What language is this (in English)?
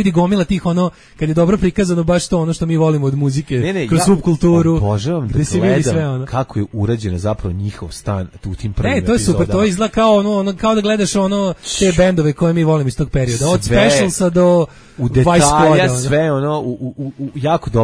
Serbian